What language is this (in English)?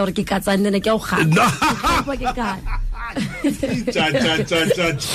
Tswana